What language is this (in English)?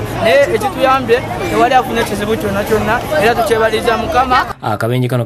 Ganda